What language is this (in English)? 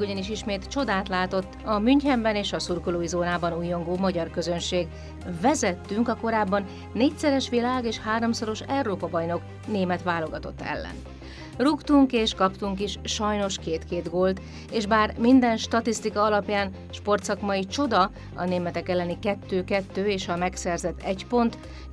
Hungarian